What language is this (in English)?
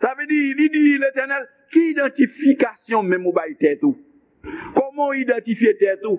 Haitian Creole